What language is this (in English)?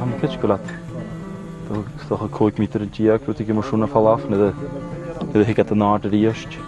Scottish Gaelic